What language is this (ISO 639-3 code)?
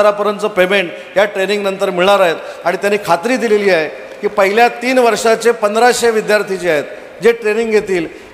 mar